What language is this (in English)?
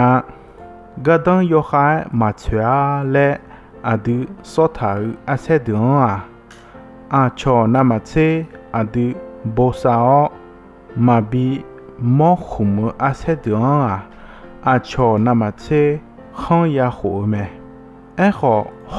Akha